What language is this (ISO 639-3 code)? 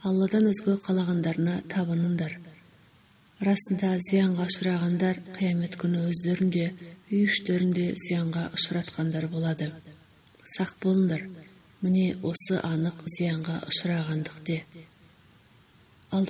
kaz